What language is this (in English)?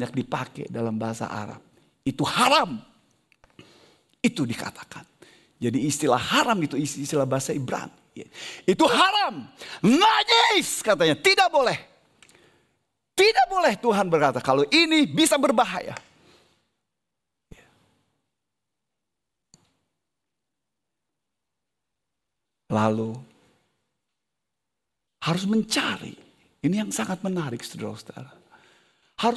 Indonesian